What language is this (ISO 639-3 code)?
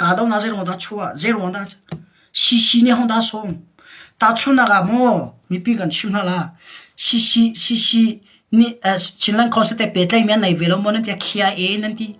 cnh